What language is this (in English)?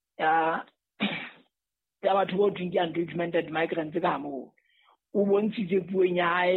Southern Sotho